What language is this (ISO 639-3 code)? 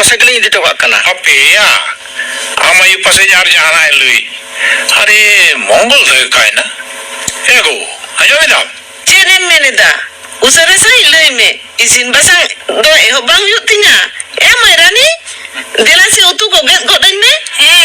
sat